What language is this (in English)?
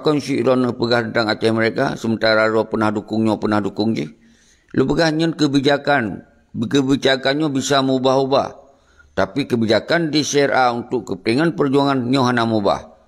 Achinese